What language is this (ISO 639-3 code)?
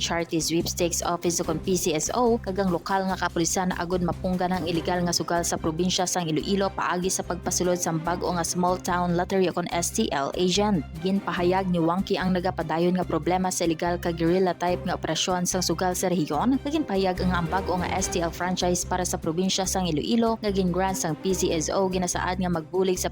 hil